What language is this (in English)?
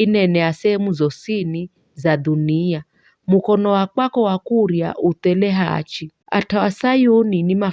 Giryama